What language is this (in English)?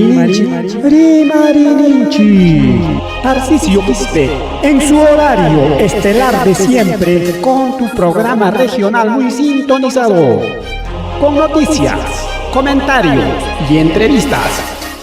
Ayacucho Quechua